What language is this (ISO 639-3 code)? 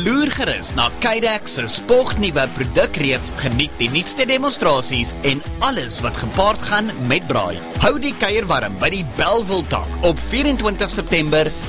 afr